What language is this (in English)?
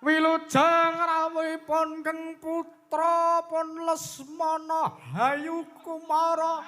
Javanese